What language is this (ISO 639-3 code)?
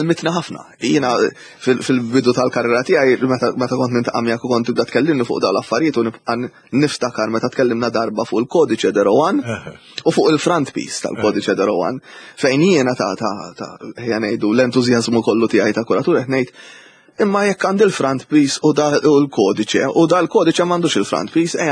mlt